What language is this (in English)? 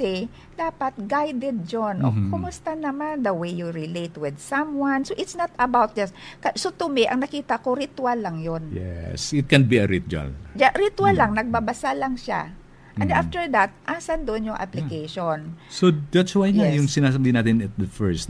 Filipino